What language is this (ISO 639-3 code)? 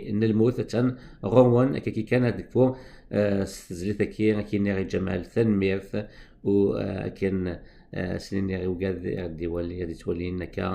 kab